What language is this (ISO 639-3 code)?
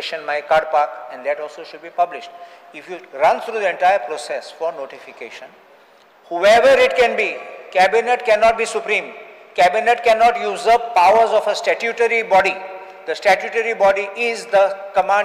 kok